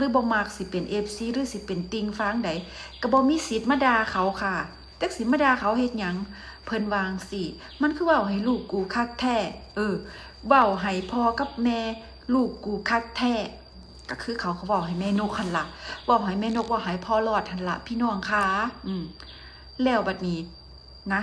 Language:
Northeastern Thai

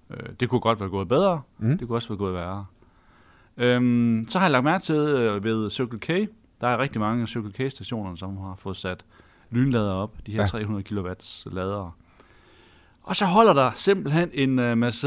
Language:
Danish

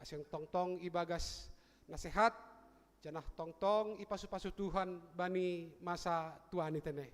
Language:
Batak Simalungun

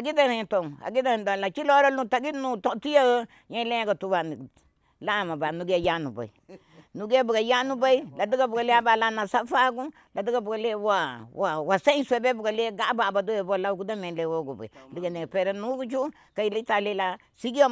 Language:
Garifuna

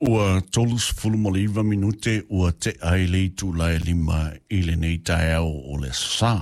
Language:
Samoan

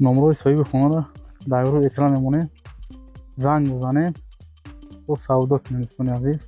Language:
Tajik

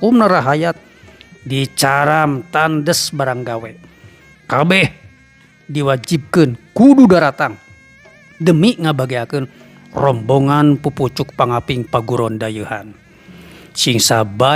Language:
Sundanese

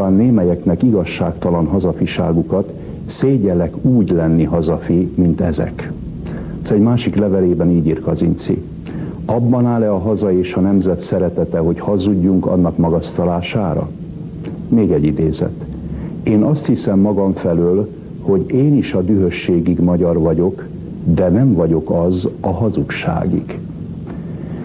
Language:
Hungarian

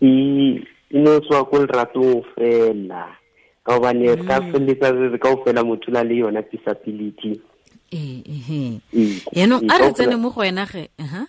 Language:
Tswana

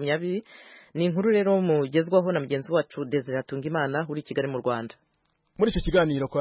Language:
Kinyarwanda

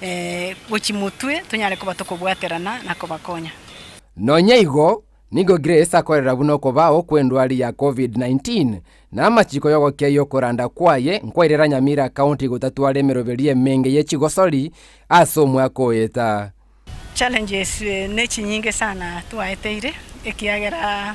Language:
Gusii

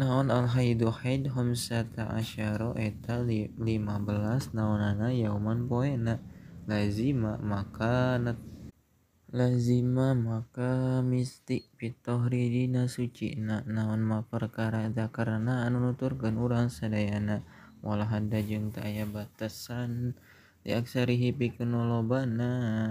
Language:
Sundanese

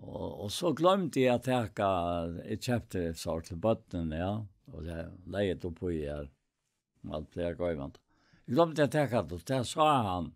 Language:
Faroese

